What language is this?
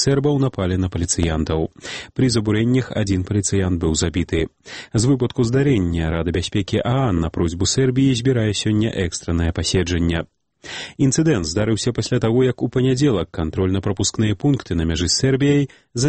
Belarusian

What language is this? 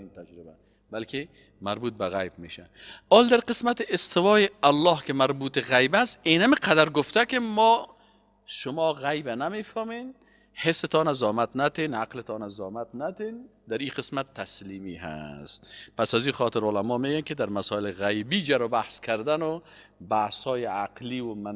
Persian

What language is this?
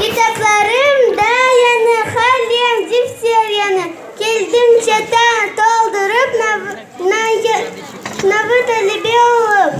Crimean Tatar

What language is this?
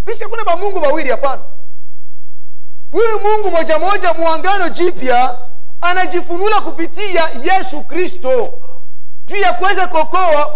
Swahili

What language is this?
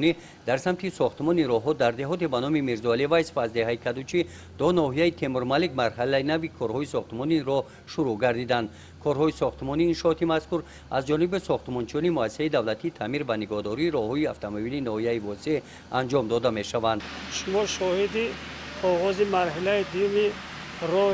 Tajik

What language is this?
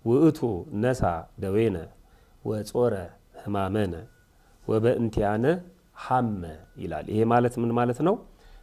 Amharic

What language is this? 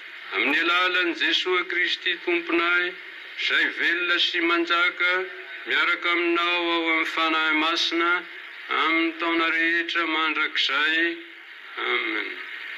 Malagasy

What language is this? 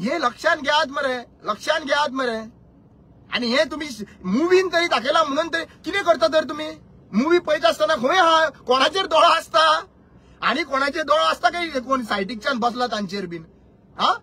Konkani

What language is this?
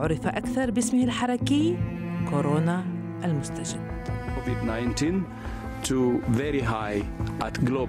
Arabic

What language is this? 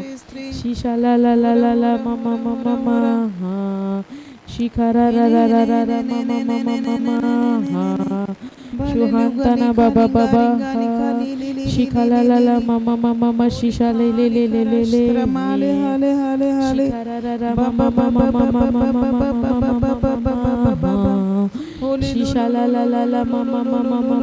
Tem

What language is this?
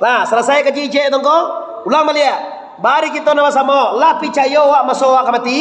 Minangkabau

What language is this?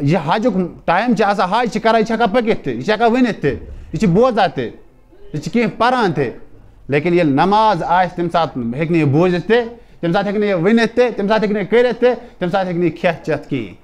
Kashmiri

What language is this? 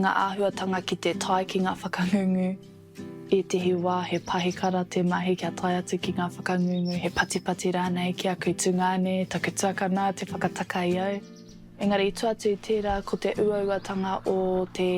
Māori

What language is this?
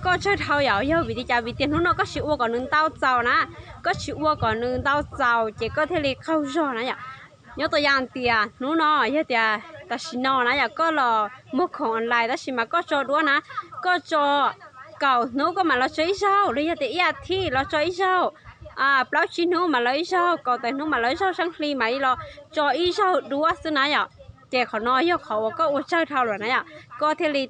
Hmong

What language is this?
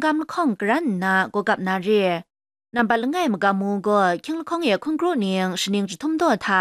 Kachin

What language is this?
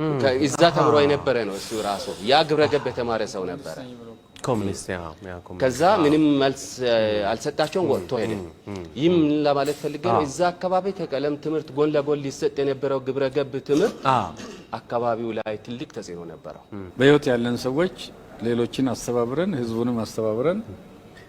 Amharic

